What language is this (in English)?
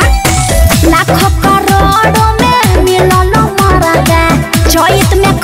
Bhojpuri